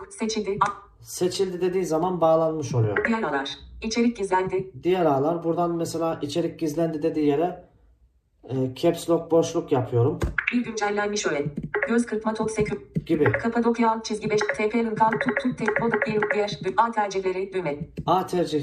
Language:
Turkish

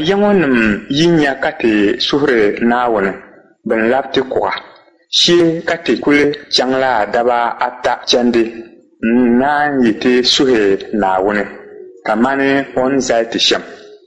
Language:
Dagbani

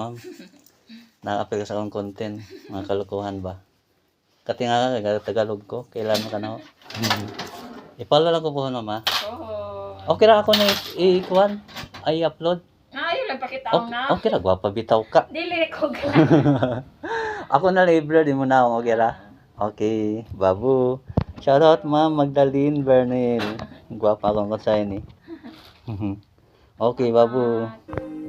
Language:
Cebuano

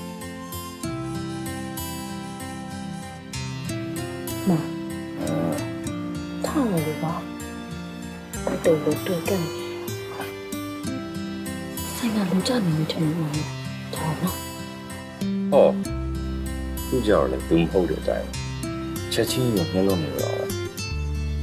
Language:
Burmese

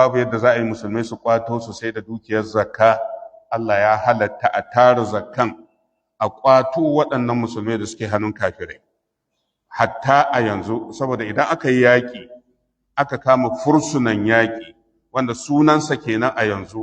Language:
Hausa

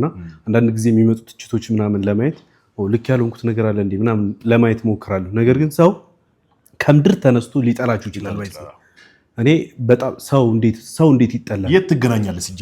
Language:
Amharic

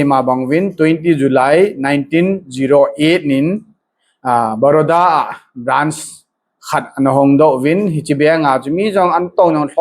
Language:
Thado Chin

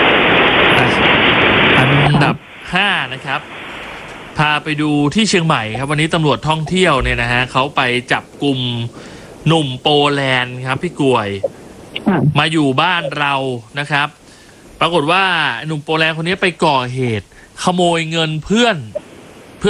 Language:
Thai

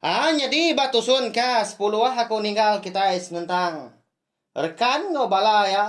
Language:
Iban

